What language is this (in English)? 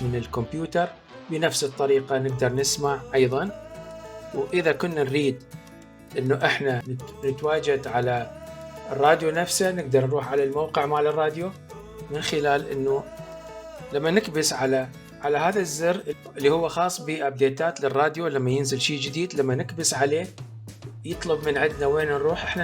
Mesopotamian Arabic